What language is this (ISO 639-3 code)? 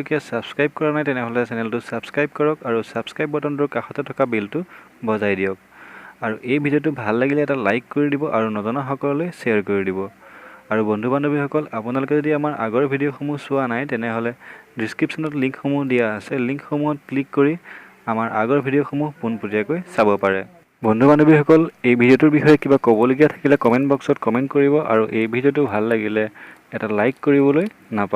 asm